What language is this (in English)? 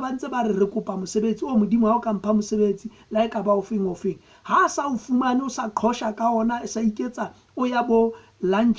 Southern Sotho